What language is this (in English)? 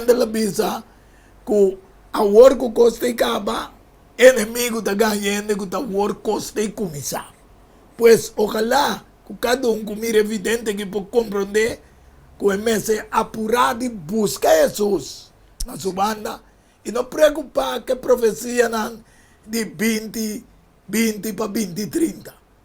Papiamento